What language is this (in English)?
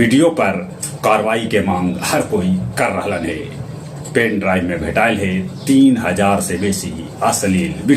Magahi